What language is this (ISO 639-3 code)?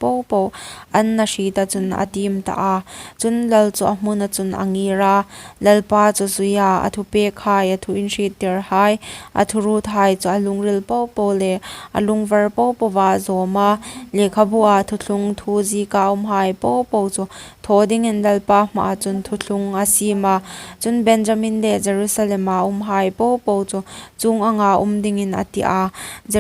hmr